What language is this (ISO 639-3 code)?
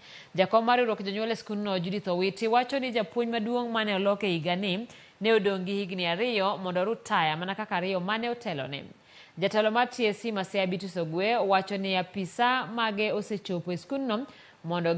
luo